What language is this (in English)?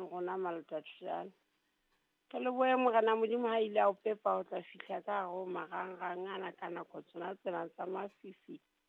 Southern Sotho